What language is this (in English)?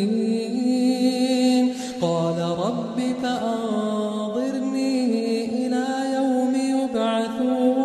Arabic